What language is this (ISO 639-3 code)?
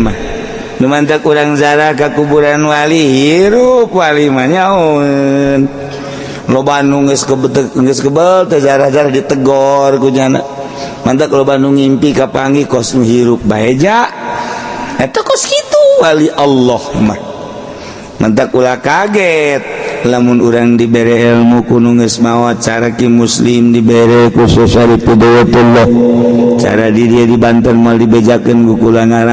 sun